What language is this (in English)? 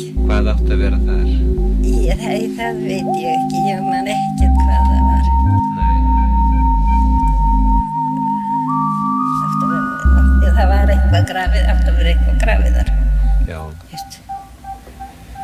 Icelandic